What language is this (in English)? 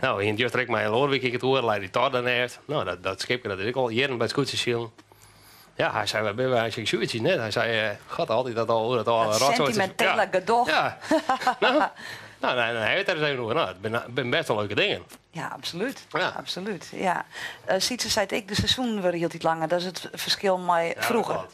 Western Frisian